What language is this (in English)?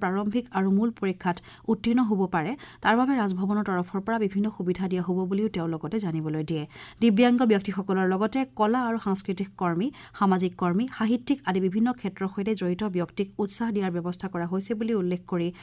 Assamese